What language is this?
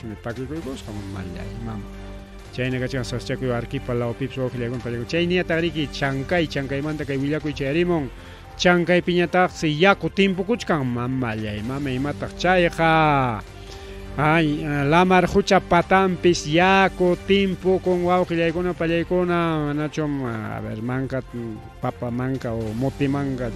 Ayacucho Quechua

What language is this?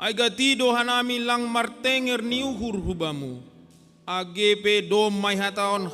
Batak Simalungun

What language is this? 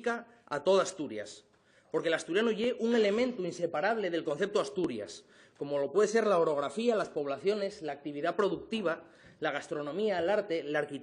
Asturian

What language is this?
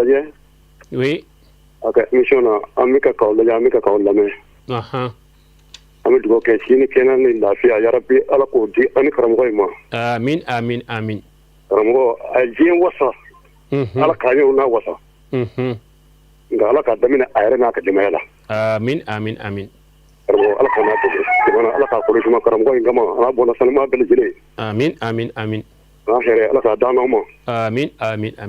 Bambara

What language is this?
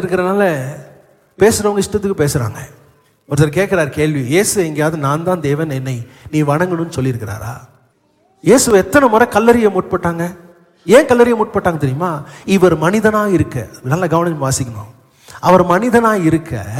Tamil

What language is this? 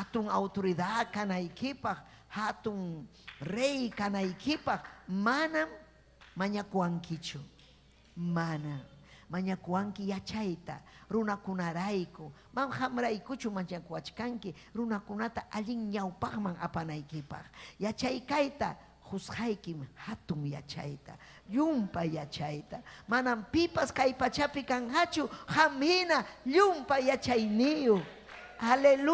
Ayacucho Quechua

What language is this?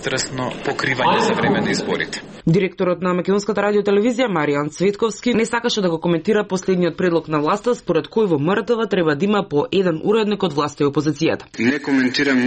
Macedonian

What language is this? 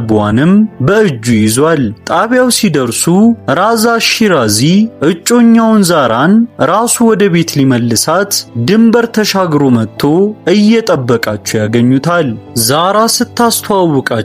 Amharic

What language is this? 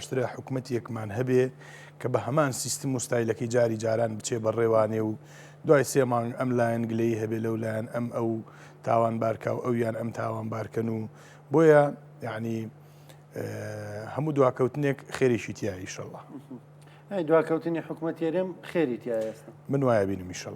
Central Kurdish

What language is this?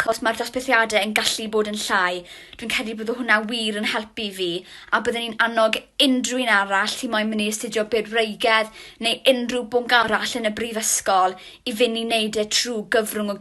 Welsh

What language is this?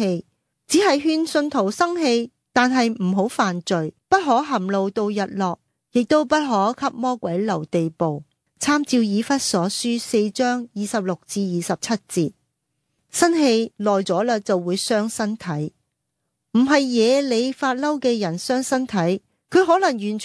Cantonese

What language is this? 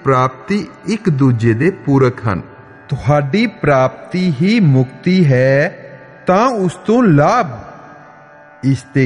Punjabi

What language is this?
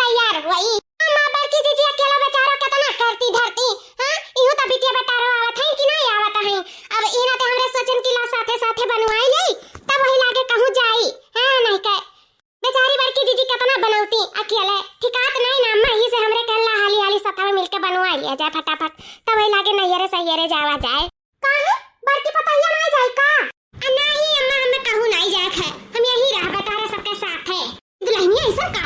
Awadhi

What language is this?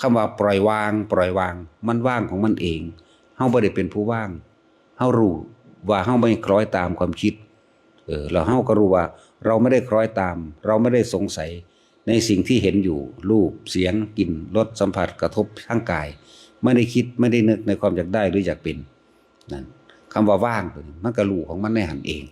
Northeastern Thai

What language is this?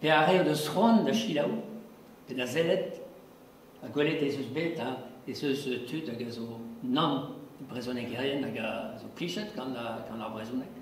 Breton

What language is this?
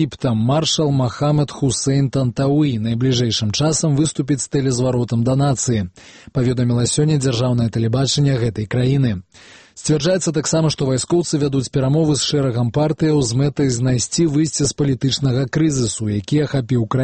Belarusian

